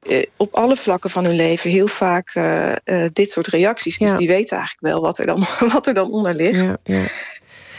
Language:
Dutch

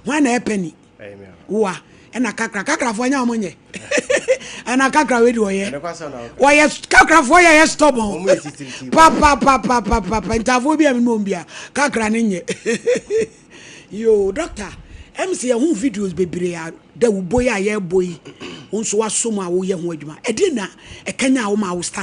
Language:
Akan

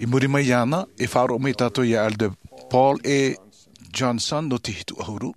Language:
Tahitian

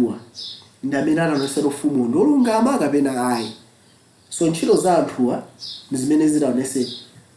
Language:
Nyanja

